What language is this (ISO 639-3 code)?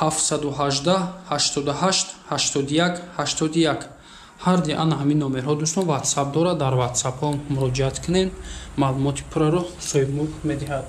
tgk